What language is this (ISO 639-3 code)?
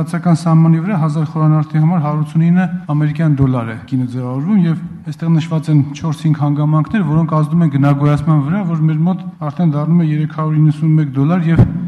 hye